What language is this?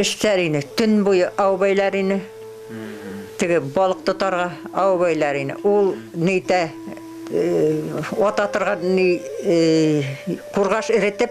Bashkir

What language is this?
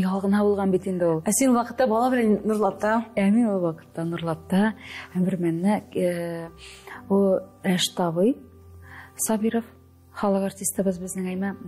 Tatar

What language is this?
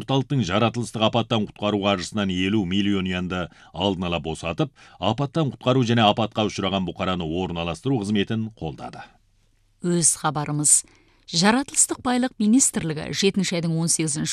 Kazakh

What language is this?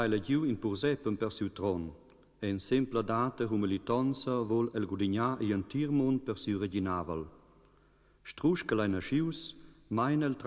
Romansh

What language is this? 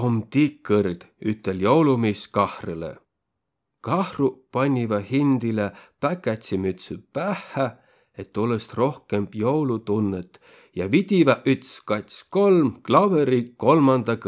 Võro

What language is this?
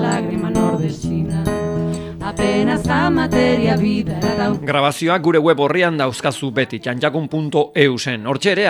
Basque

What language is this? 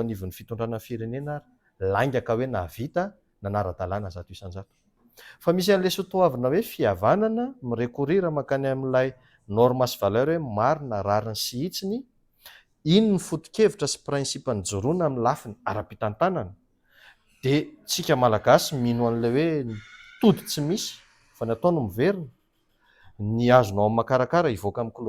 Malagasy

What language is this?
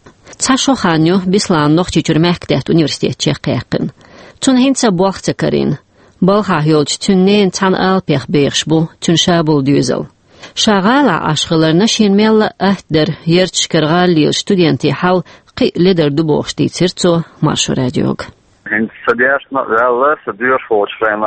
Chechen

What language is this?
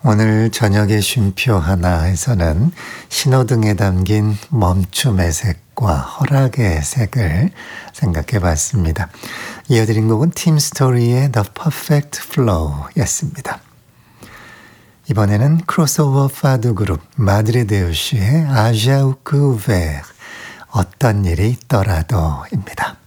Korean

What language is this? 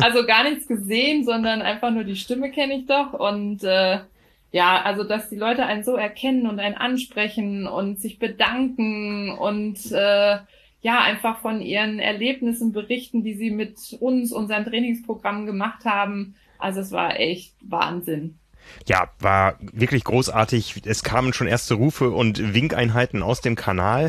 German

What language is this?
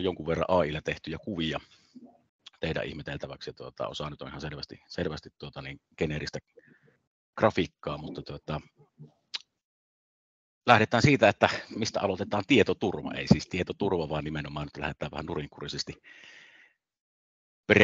Finnish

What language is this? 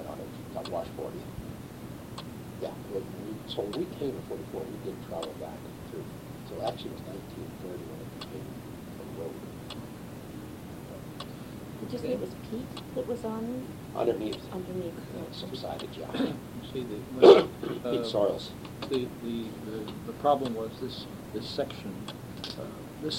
English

